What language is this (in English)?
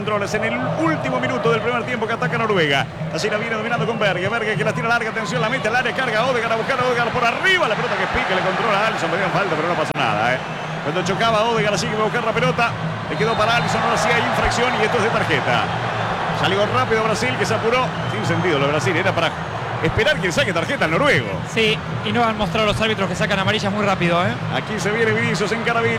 Spanish